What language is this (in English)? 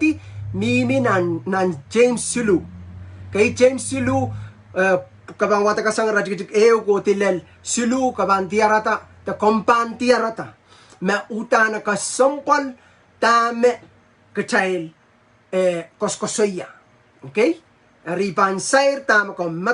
Pohnpeian